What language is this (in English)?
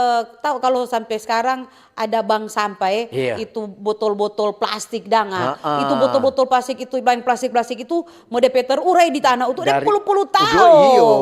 Manado Malay